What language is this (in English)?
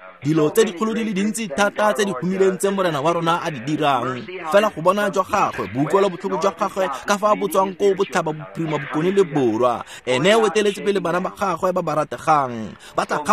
Tswana